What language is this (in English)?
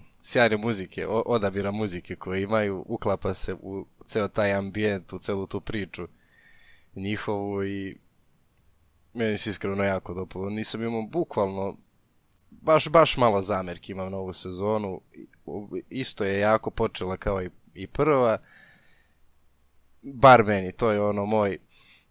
Serbian